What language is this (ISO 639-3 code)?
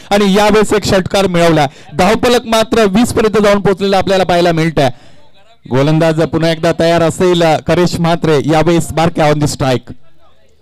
mar